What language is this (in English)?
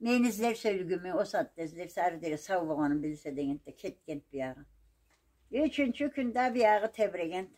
Karachay-Balkar